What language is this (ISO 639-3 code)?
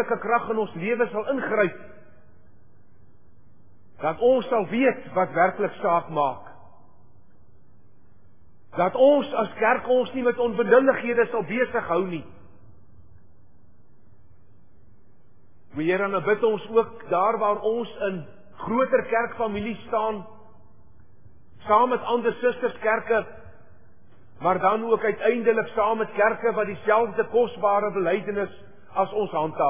afr